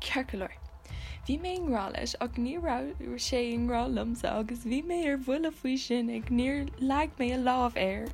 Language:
Irish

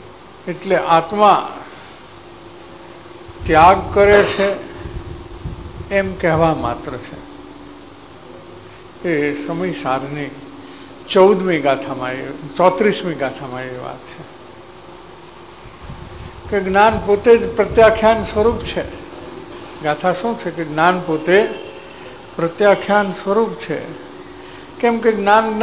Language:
Gujarati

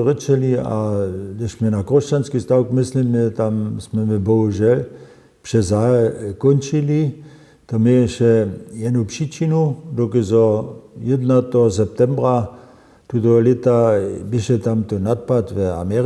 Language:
Upper Sorbian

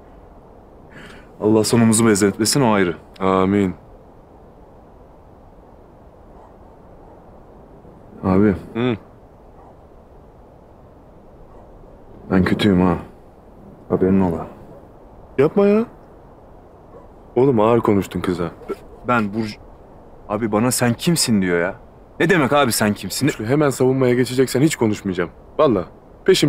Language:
Turkish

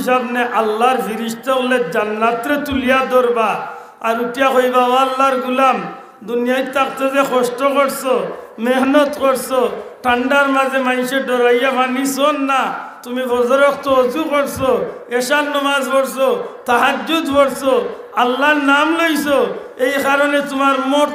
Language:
Sylheti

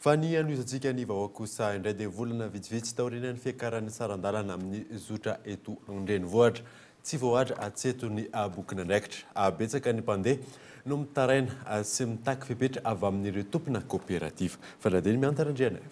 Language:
Malagasy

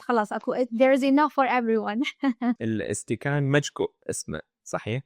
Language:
Mesopotamian Arabic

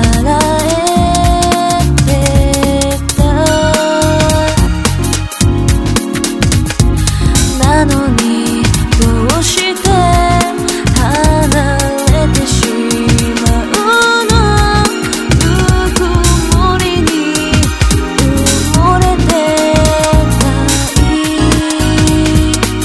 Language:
Japanese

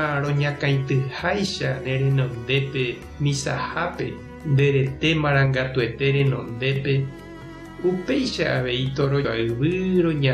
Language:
Guarani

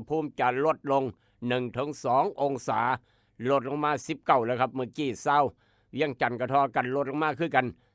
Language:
Northeastern Thai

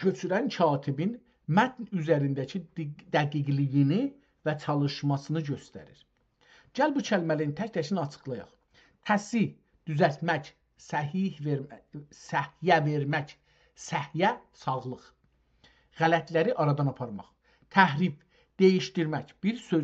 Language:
South Azerbaijani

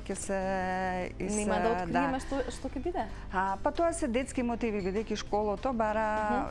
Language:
Macedonian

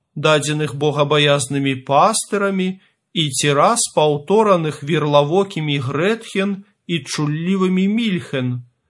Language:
Belarusian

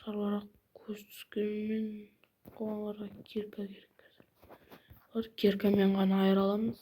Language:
Kazakh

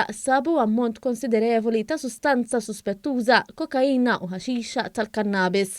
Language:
Maltese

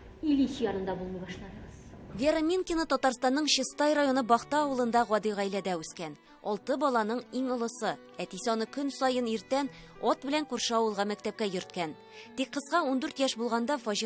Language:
Tatar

